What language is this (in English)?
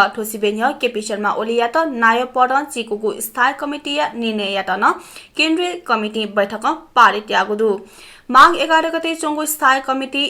Newari